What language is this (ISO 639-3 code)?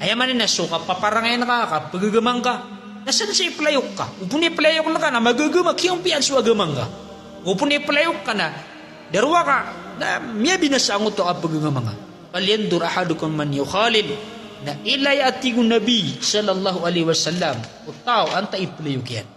mrw